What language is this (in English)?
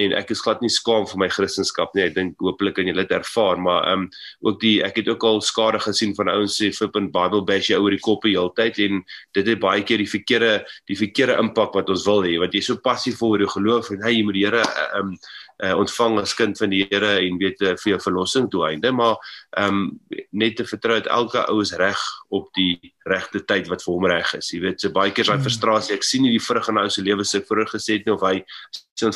Afrikaans